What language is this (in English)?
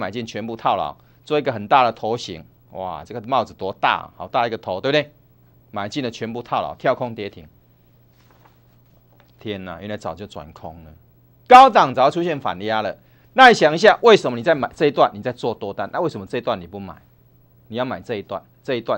Chinese